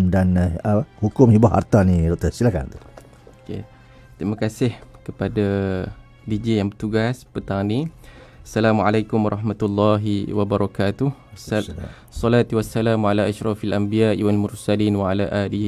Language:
Malay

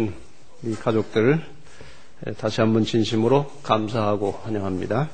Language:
Korean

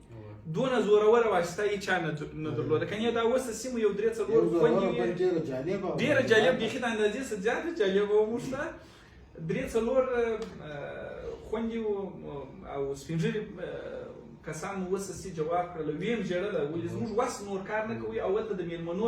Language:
Pashto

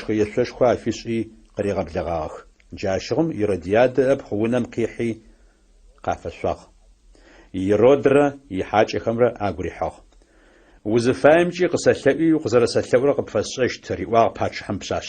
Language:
Adyghe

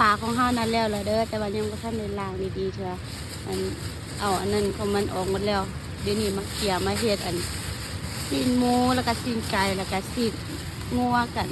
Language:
Lao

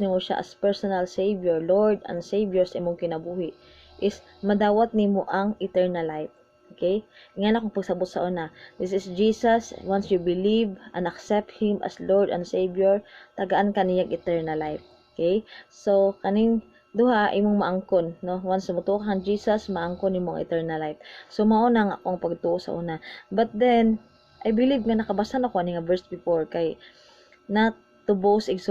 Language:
Cebuano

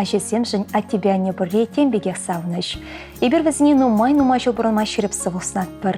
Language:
Chuvash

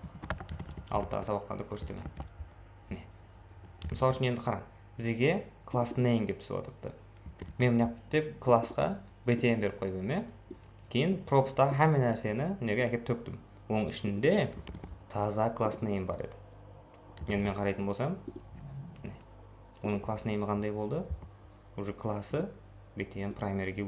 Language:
Kara-Kalpak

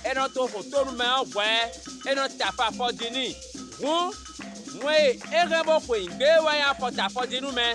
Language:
Fon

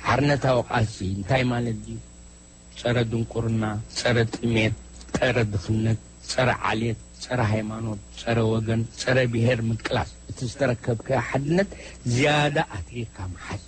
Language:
Tigrinya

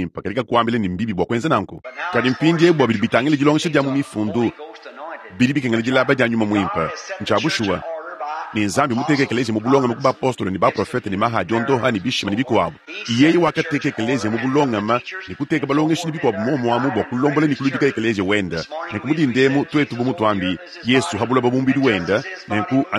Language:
Luba-Lulua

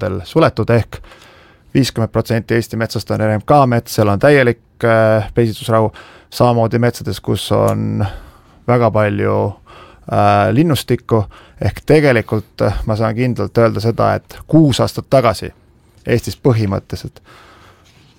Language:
Estonian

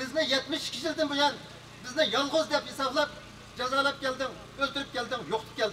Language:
Uyghur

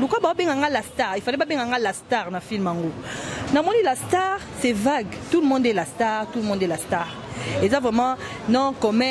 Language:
Lingala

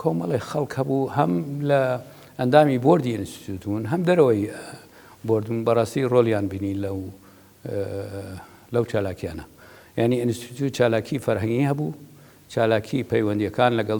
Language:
Central Kurdish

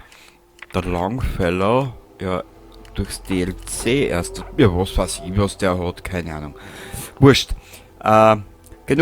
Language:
Bavarian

